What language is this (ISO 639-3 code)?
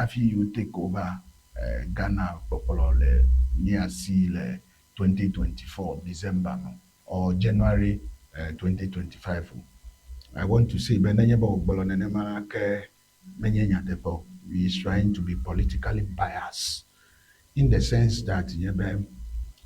ewe